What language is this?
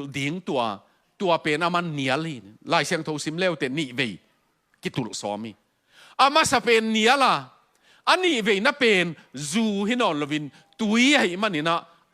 Tedim Chin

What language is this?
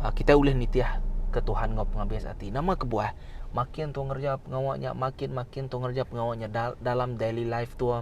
Iban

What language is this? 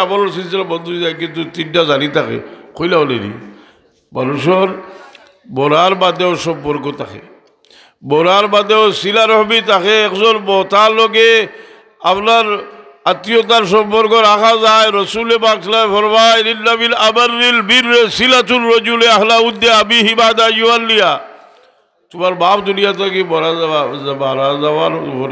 Sylheti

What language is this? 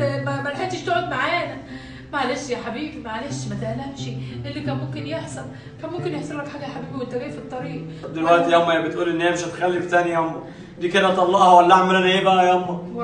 Egyptian Arabic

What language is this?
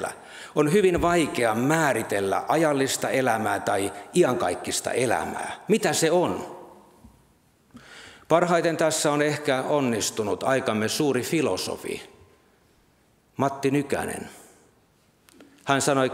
Finnish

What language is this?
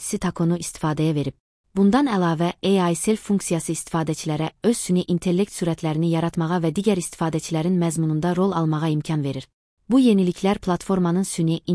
Azerbaijani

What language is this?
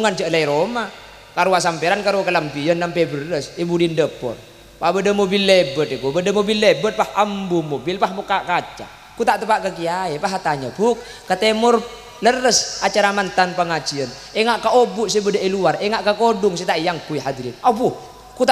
Madurese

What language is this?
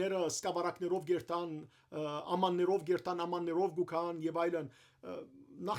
Western Armenian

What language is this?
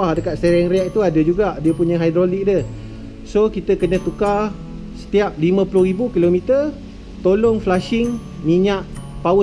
Malay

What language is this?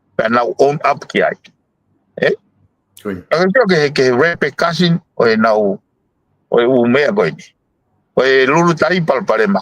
Tongan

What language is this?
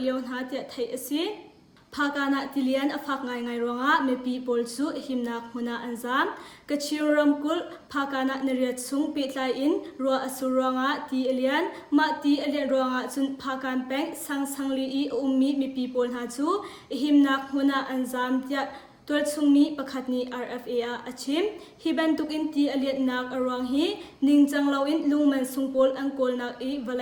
Hakha Chin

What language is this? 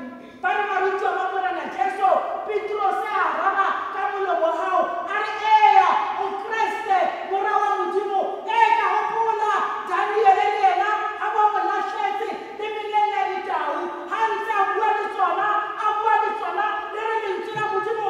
Tswana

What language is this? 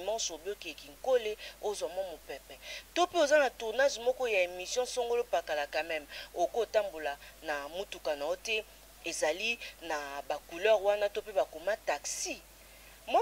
Lingala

